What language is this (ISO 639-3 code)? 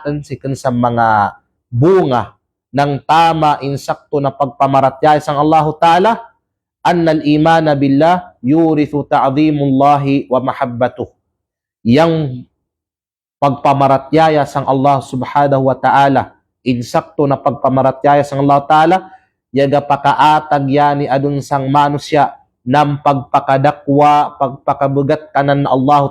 kqe